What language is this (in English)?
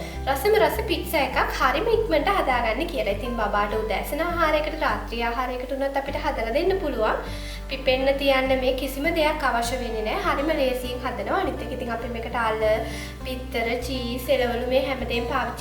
Sinhala